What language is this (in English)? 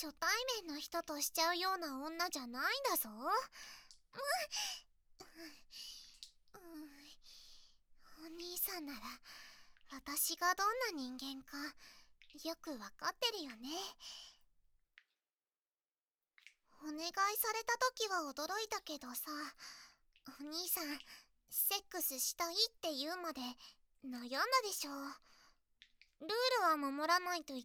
Japanese